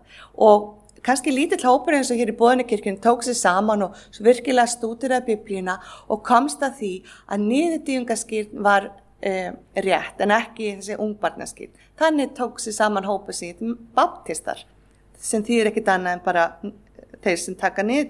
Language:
Icelandic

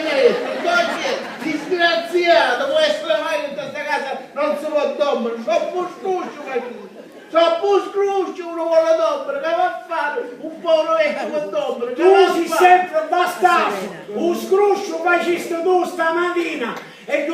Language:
Sicilian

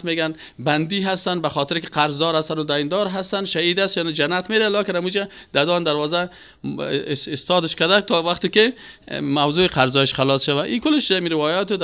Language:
Persian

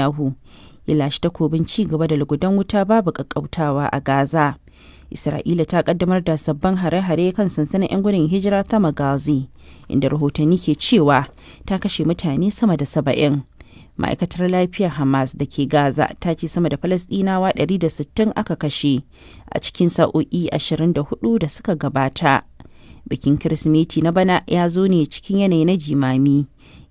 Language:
Hausa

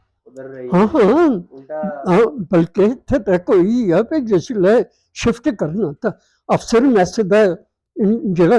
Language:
Dogri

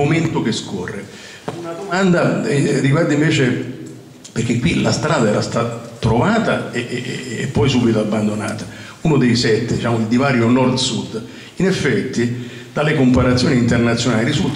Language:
Italian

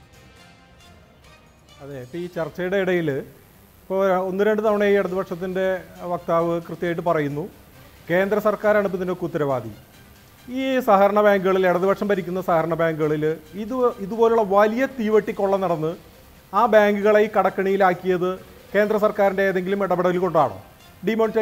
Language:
Malayalam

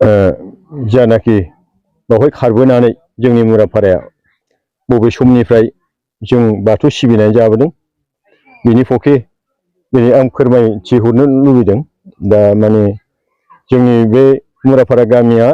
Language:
Bodo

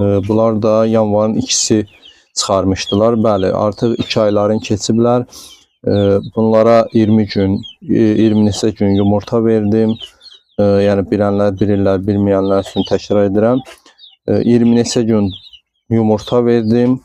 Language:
Azerbaijani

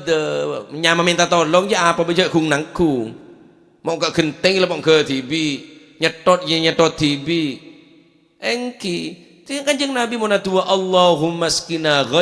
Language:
Madurese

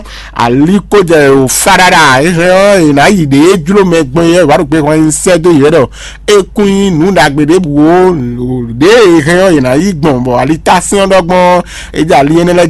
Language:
Fon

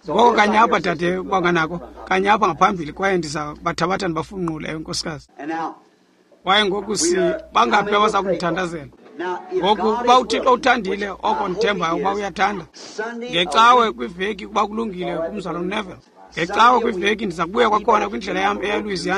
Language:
Xhosa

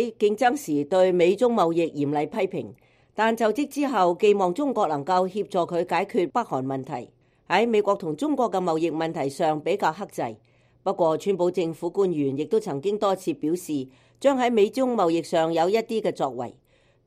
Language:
Cantonese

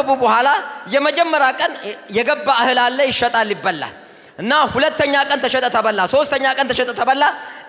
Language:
Amharic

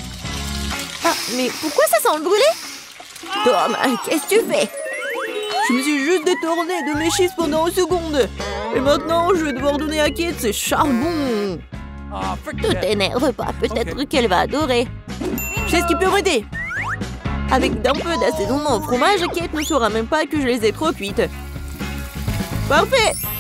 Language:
French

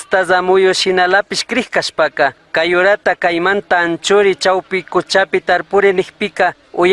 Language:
Chimborazo Highland Quichua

